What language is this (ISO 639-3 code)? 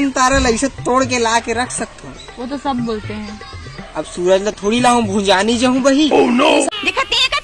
hne